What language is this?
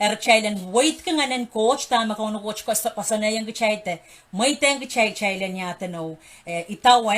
Pohnpeian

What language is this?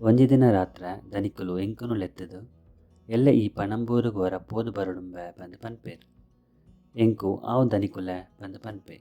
Tulu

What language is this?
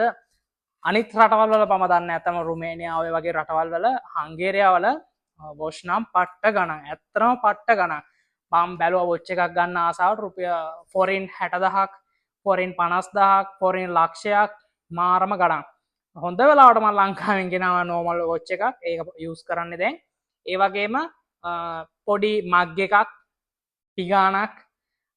Sinhala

